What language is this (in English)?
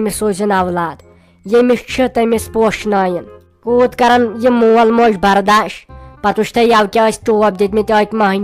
Kashmiri